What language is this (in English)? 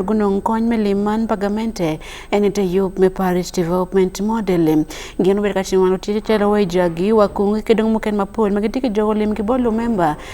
Acoli